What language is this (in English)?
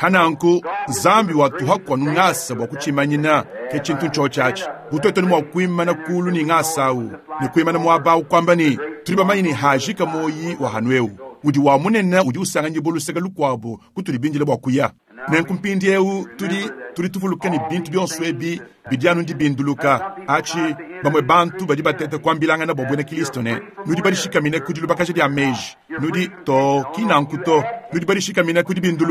Luba-Lulua